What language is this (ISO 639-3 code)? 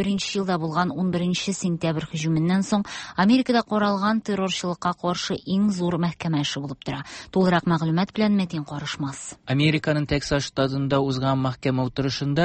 tat